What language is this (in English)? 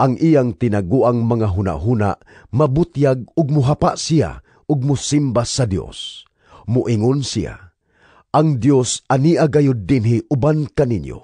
Cebuano